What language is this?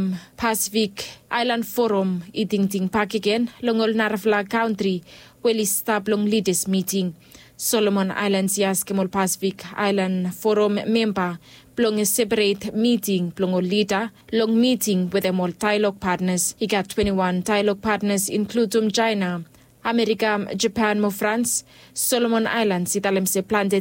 Bislama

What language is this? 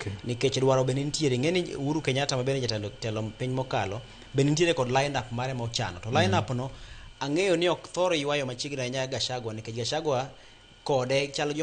Luo (Kenya and Tanzania)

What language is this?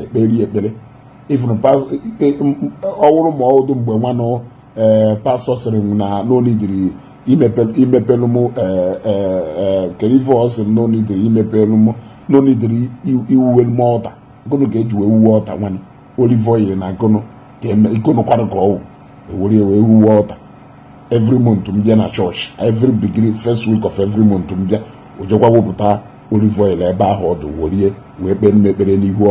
Igbo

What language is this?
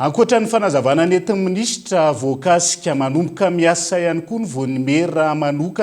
Malagasy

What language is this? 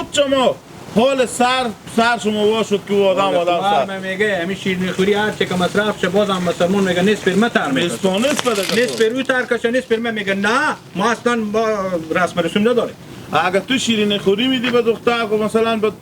Hazaragi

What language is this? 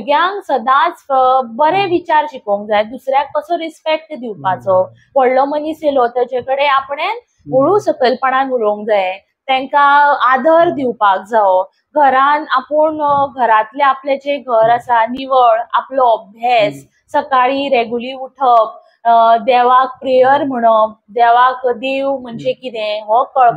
Konkani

